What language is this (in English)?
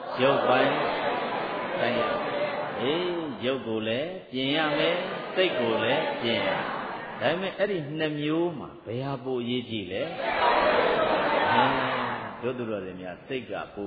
Burmese